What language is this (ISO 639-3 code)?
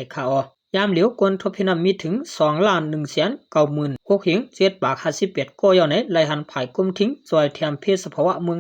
shn